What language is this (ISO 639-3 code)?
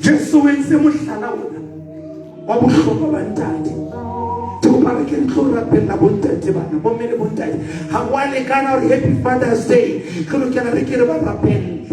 sot